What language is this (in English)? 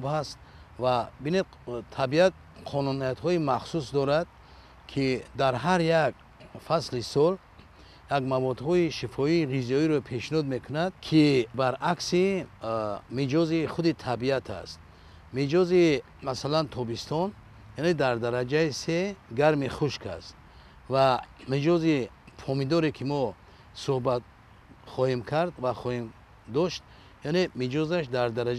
Tajik